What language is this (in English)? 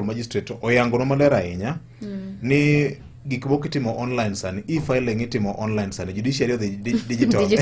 Luo (Kenya and Tanzania)